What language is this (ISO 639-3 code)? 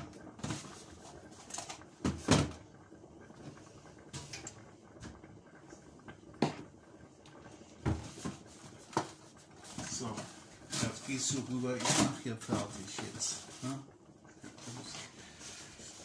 deu